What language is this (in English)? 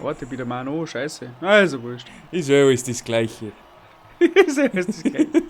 Bavarian